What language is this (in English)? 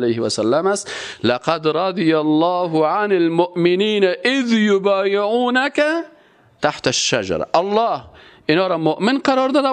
Persian